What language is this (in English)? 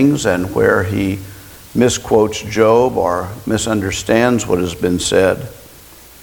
English